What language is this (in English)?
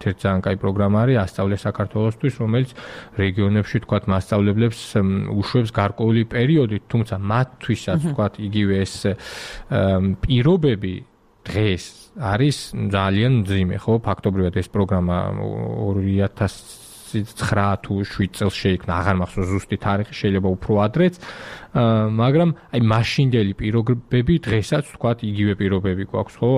Georgian